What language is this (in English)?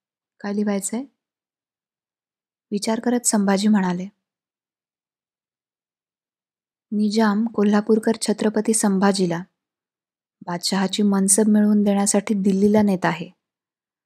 Marathi